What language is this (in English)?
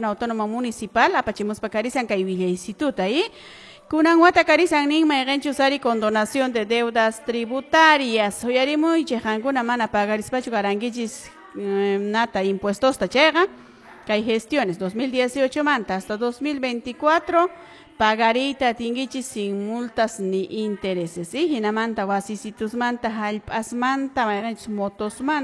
Quechua